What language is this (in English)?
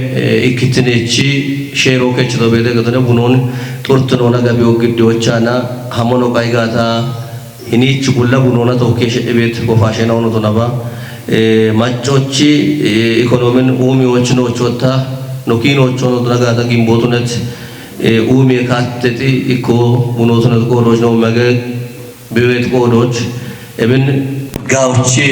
Kafa